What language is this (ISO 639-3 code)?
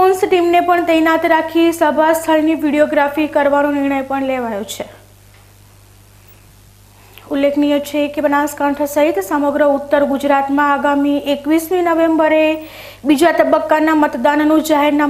guj